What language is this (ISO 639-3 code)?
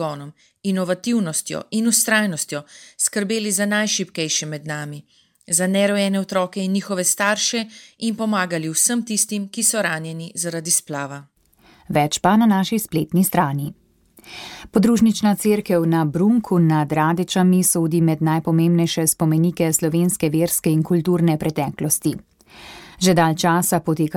slv